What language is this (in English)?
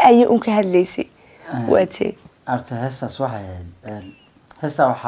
Somali